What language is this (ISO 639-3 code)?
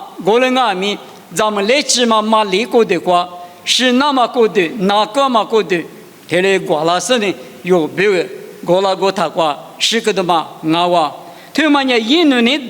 lis